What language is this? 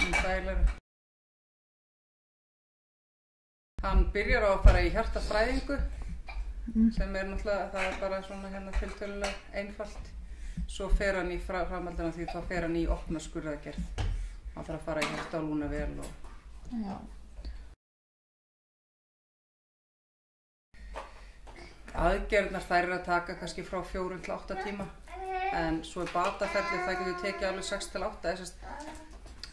Icelandic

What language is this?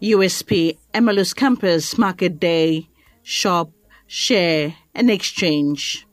Bislama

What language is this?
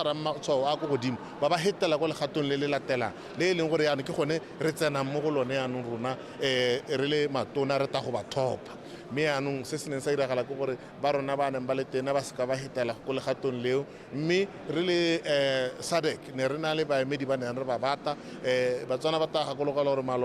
Tswana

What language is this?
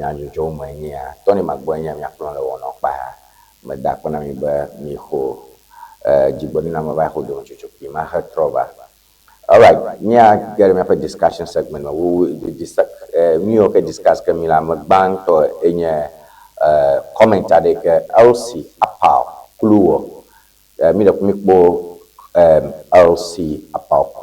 Ewe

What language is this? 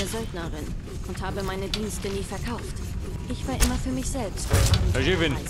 Bavarian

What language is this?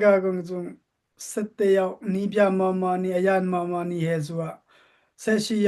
Dimasa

